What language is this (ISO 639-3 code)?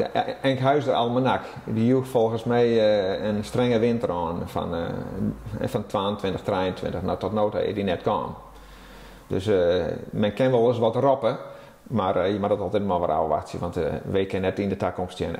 fry